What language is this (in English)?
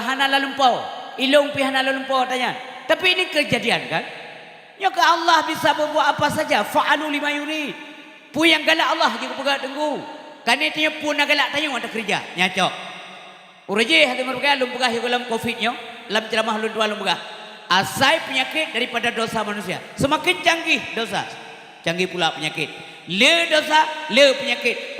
Achinese